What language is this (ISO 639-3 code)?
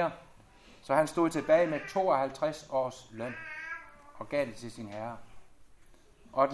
dan